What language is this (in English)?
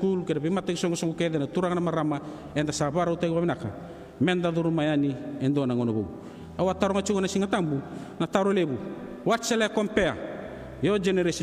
Fijian